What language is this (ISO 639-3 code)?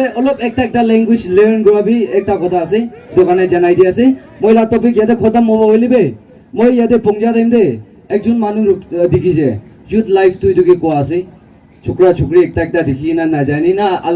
nag